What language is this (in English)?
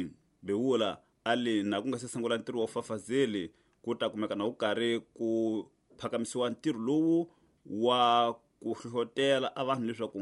Tsonga